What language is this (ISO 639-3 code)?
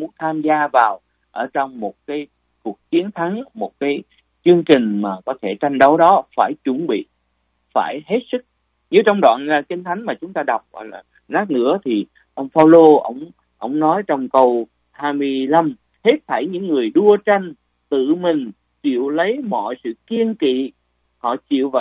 vie